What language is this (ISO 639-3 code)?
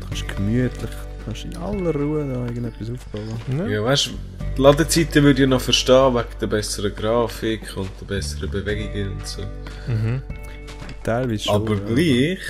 gsw